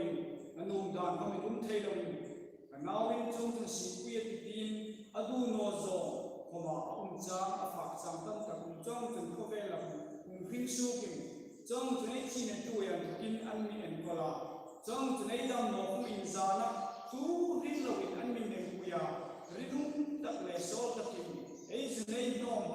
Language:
Hmar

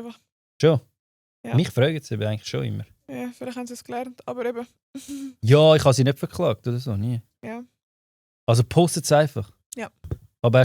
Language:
Swiss German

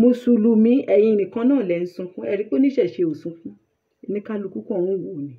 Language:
Yoruba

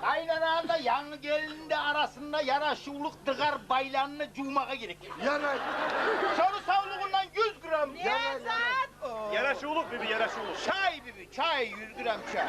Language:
Kumyk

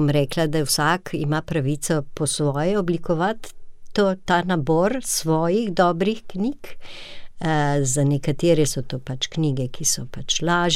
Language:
Slovenian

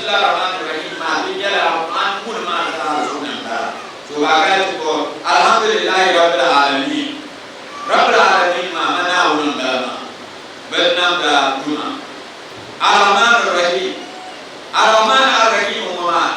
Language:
Dagbani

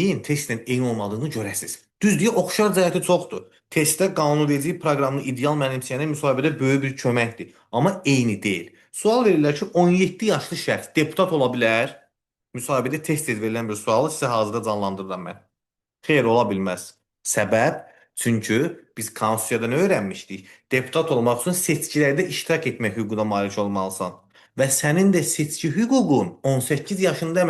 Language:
Azerbaijani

